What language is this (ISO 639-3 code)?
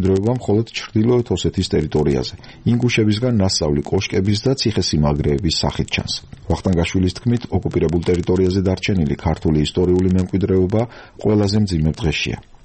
kat